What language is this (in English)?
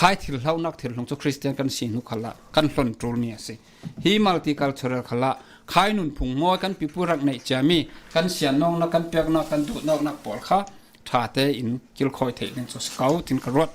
Falam Chin